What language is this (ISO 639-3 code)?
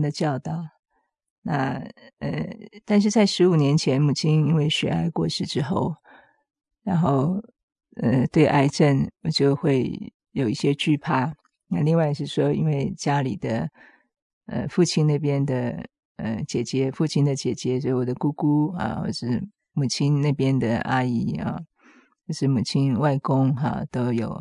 zho